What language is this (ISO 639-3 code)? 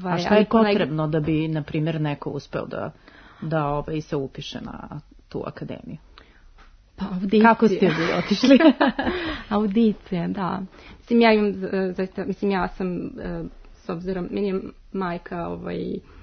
srp